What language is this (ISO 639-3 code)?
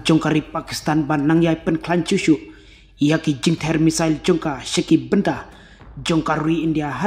kha